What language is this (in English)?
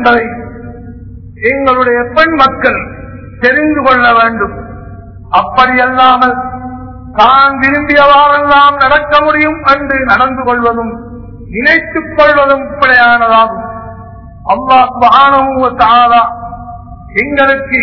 Tamil